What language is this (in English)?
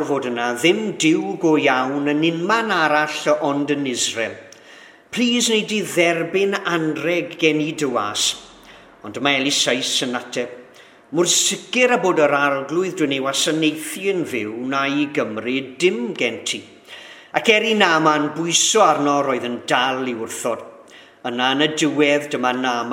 Welsh